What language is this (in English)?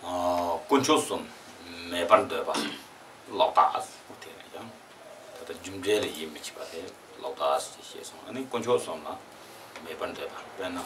Tibetan